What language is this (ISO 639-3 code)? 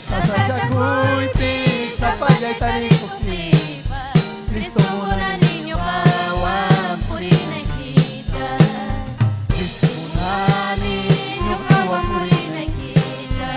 quy